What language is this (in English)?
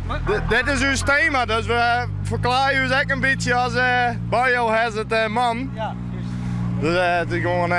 Western Frisian